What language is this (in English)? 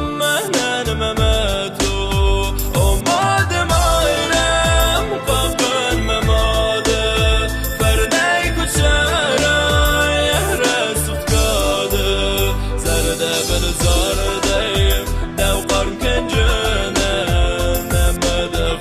Ossetic